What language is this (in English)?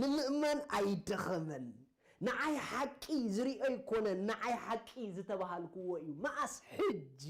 Tigrinya